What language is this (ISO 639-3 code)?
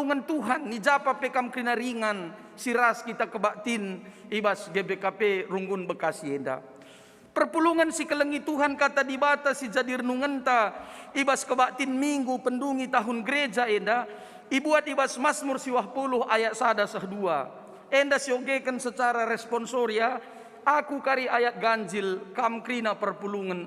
btx